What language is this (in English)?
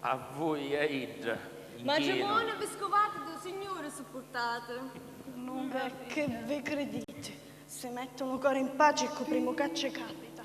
Sicilian